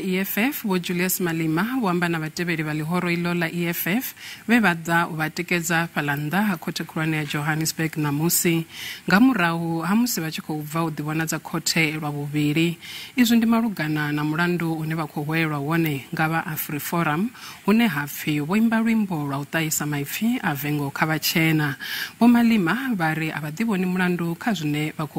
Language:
Venda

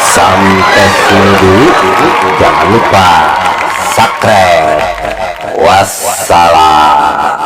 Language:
Betawi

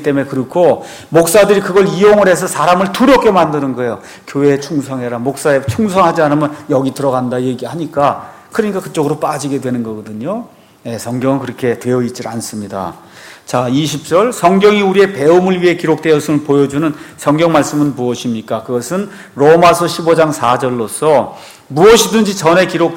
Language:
Korean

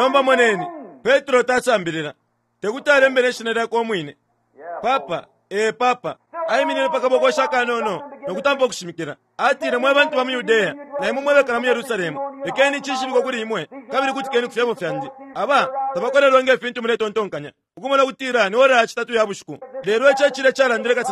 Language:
Bemba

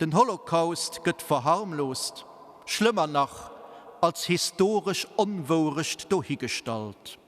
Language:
Luxembourgish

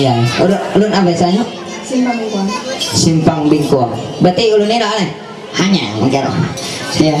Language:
Ma'anyan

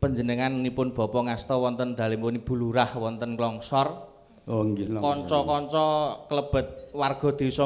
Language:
Javanese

